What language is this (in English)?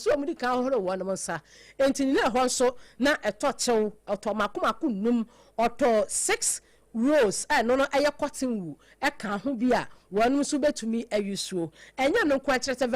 Akan